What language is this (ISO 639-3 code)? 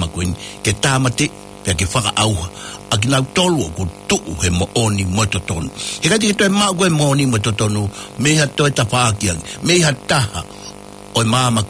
ton